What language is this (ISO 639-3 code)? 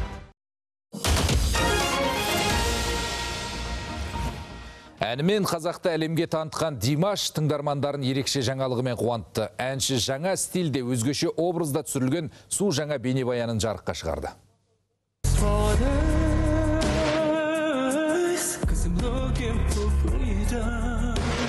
kaz